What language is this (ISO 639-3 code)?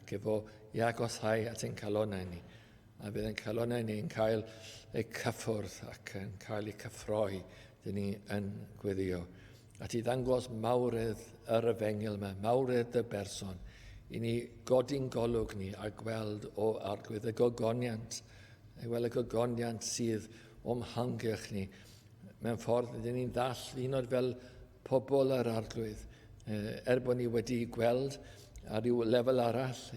cym